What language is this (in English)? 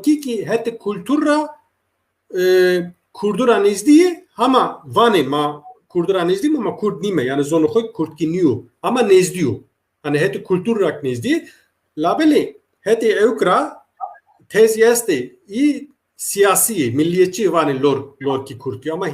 Zaza